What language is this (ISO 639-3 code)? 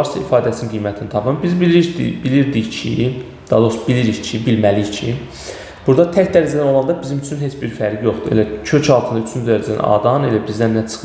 aze